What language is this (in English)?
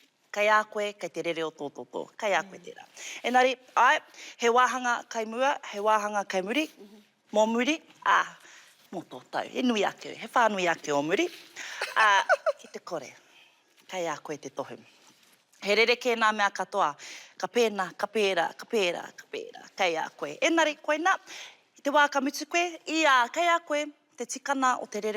Māori